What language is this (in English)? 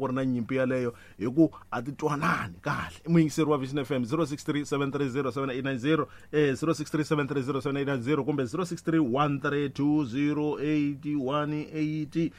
Tsonga